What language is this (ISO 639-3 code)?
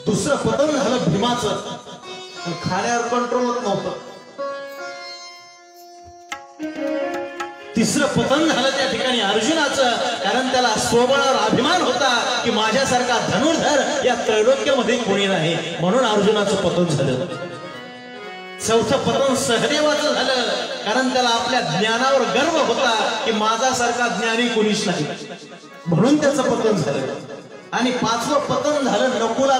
mar